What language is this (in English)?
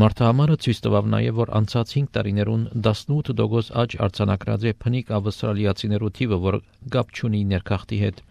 Armenian